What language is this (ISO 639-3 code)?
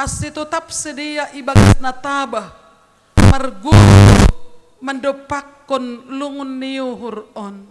bts